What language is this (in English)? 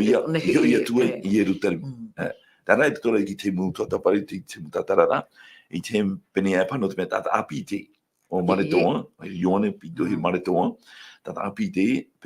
Tahitian